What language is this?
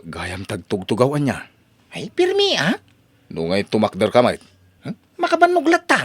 Iloko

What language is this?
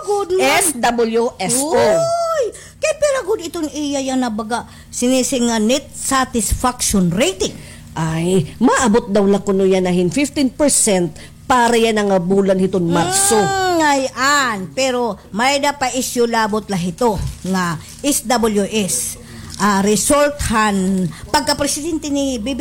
Waray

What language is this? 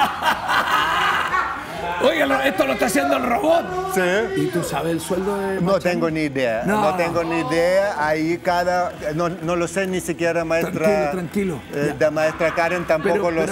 Spanish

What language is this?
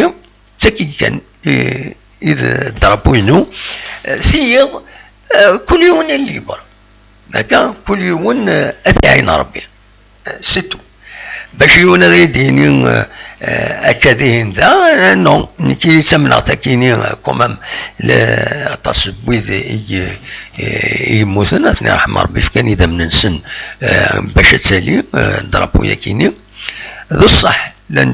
Kabyle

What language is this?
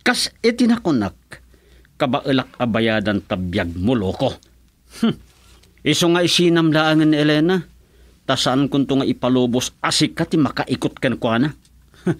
Iloko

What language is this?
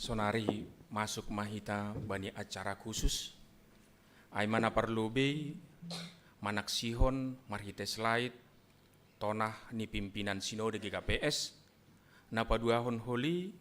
Batak Simalungun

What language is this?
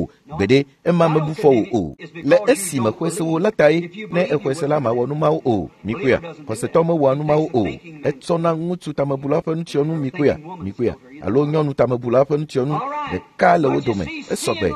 Ewe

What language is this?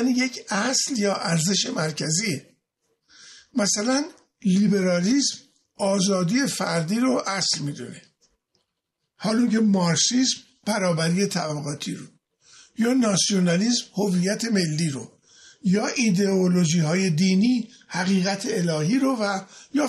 Persian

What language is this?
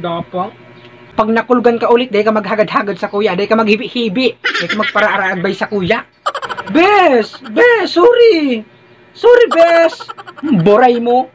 Bikol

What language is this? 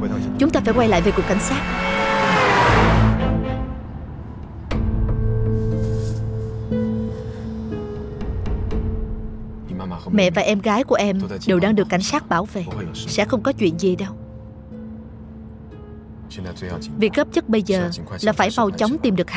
Vietnamese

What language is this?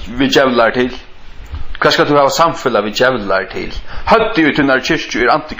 Faroese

